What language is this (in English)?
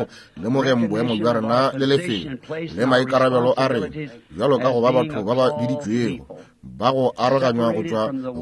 Northern Sotho